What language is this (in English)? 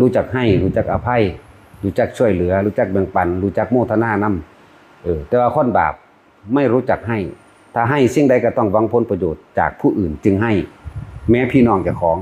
Northeastern Thai